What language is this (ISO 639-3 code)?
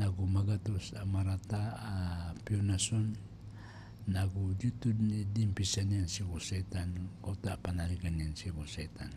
mrw